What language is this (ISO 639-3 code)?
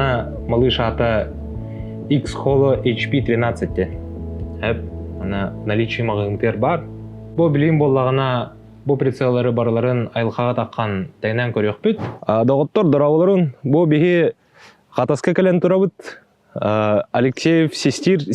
sah